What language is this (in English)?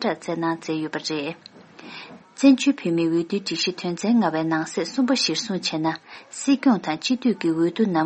Tibetan